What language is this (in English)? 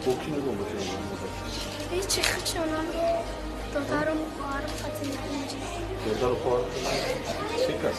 Tajik